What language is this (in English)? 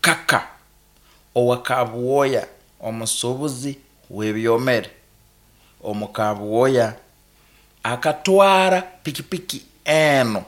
Nyoro